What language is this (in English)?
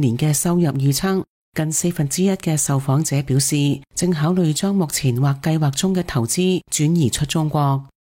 Cantonese